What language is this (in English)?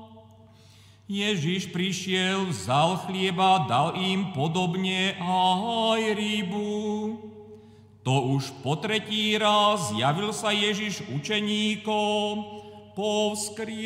Slovak